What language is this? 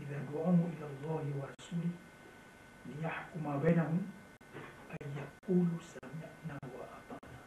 Achinese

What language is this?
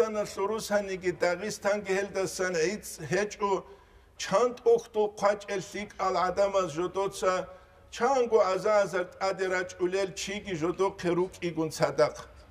Avaric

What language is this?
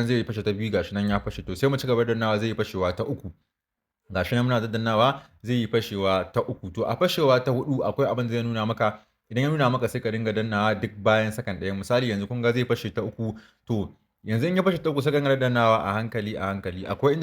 Hausa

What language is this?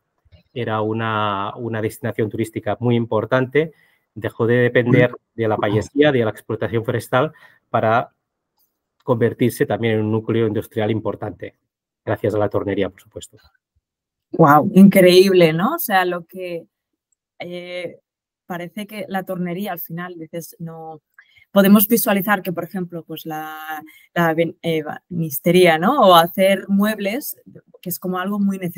Spanish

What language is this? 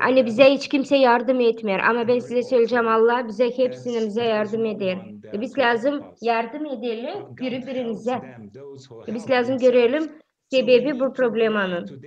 Gagauz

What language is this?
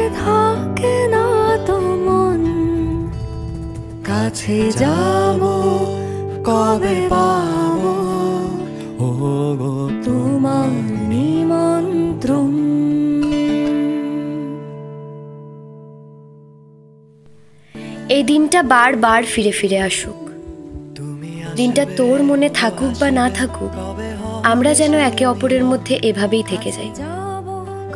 Bangla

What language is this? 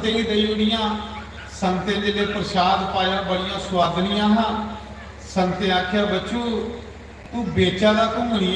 Dogri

